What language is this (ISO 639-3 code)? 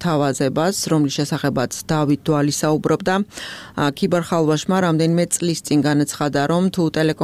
kat